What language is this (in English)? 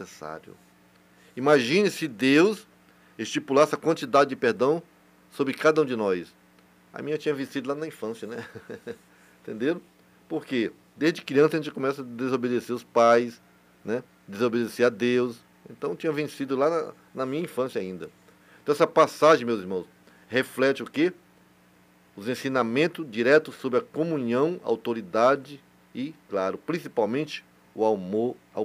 Portuguese